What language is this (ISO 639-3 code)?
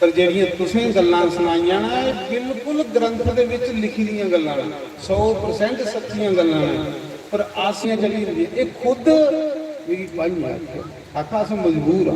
doi